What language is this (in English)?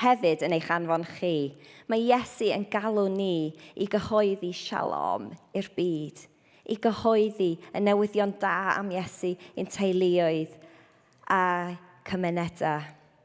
Welsh